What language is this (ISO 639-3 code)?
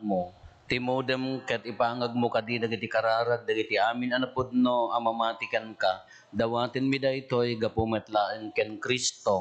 ilo